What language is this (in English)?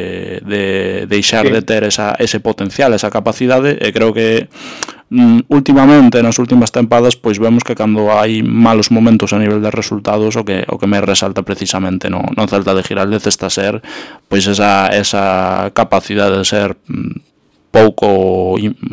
Galician